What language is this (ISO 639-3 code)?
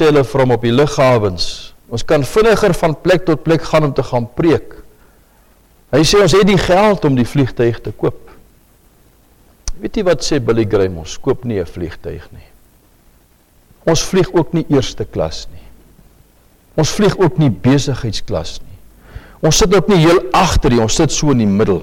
afr